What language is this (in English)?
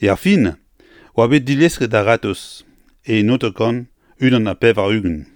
Breton